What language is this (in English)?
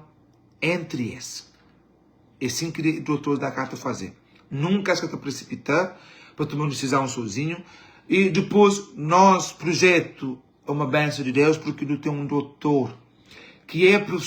Kabuverdianu